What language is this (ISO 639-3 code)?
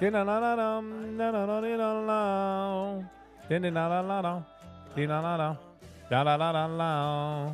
yid